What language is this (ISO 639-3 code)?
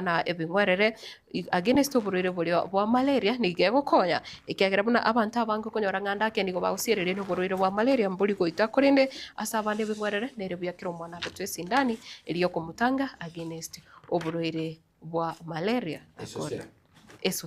guz